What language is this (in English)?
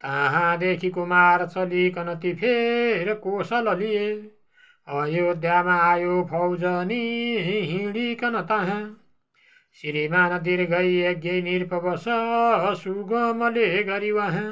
Nepali